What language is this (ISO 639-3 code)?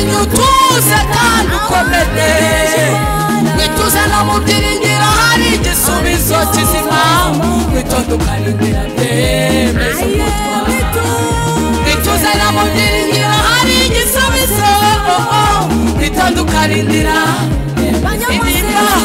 kin